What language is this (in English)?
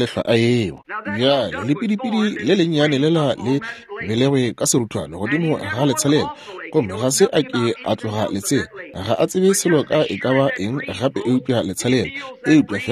Northern Sotho